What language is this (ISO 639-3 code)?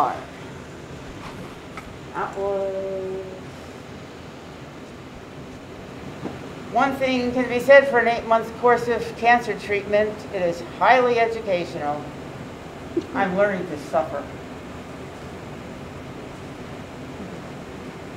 eng